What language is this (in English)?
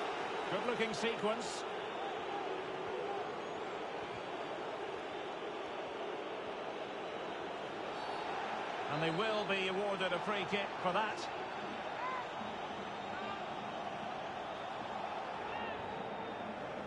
English